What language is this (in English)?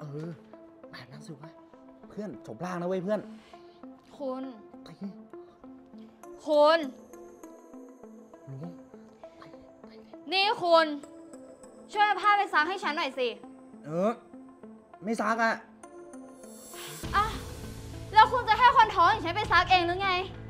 Thai